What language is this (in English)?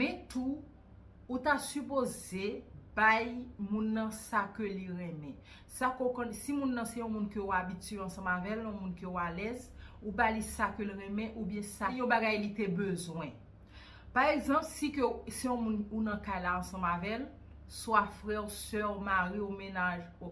Haitian Creole